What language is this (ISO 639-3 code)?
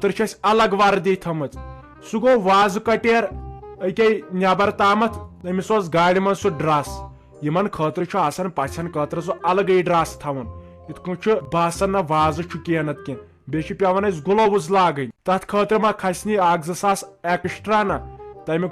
kas